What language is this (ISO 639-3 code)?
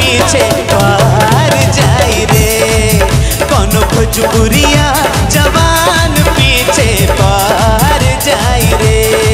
bho